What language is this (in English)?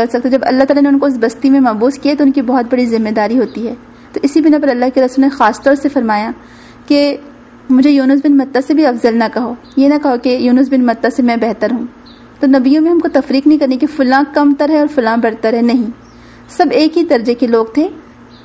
Urdu